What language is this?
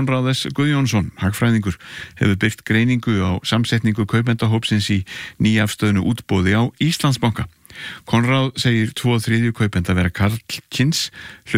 Icelandic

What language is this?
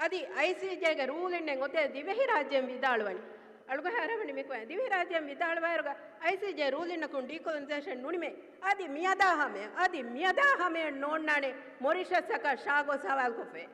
Divehi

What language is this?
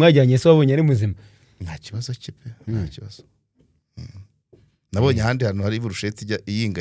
Kinyarwanda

